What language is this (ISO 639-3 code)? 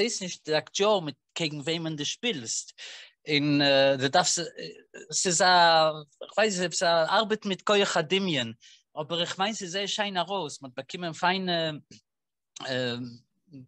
yid